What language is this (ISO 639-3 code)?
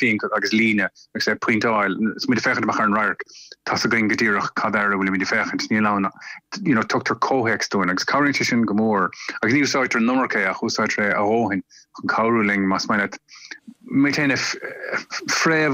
gle